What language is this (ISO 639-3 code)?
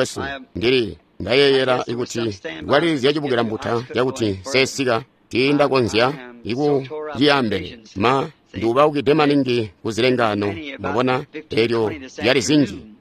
toi